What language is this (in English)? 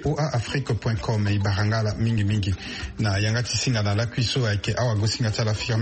Sango